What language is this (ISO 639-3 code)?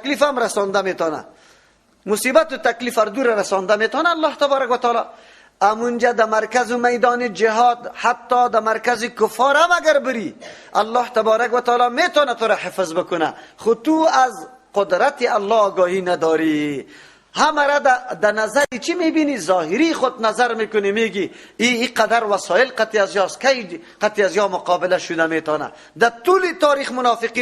fas